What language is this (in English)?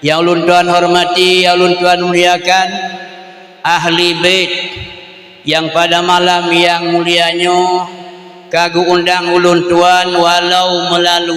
Achinese